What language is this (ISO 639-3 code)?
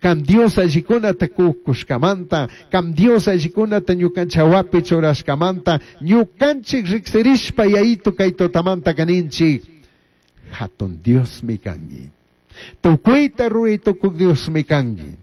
qug